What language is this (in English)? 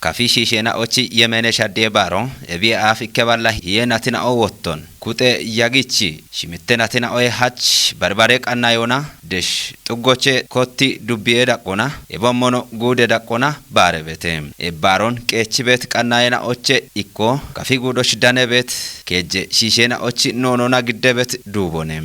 Kafa